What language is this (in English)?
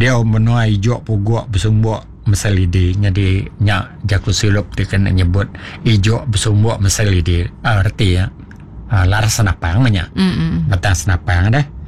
Iban